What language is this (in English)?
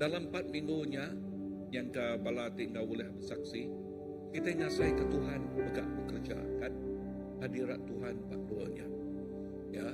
Iban